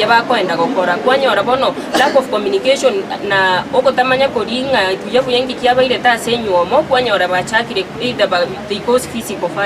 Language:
Gusii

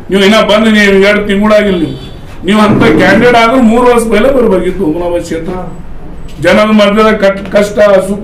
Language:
Kannada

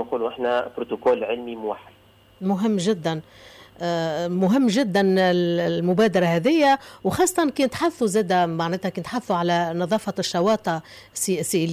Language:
Tunisian Arabic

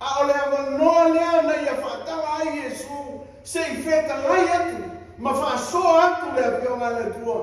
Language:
Samoan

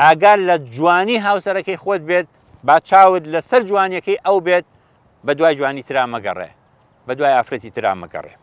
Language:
Central Kurdish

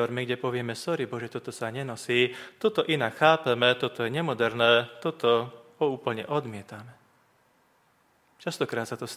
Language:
Slovak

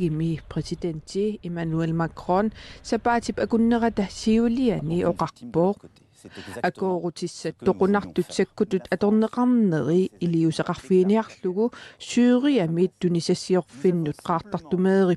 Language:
Kalaallisut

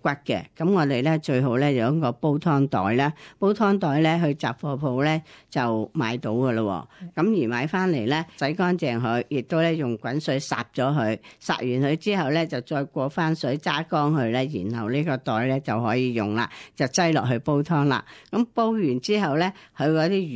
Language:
Cantonese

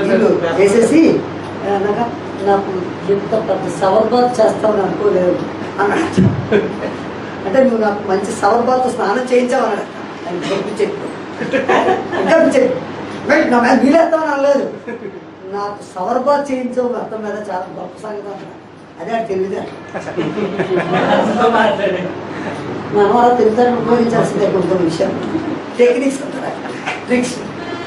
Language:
Telugu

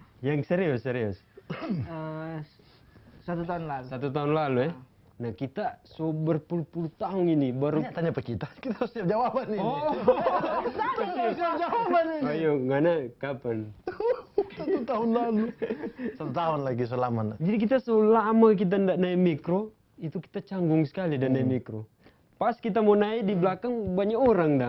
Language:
Manado Malay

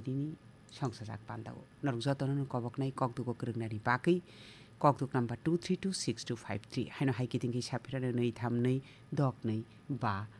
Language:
Kok Borok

